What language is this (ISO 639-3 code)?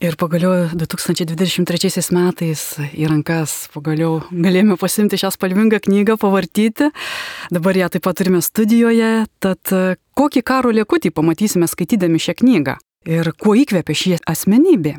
lit